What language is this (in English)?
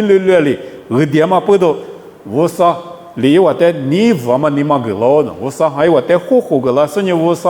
Lisu